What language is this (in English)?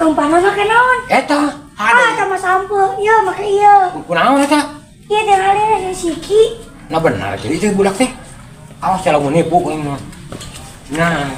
Sundanese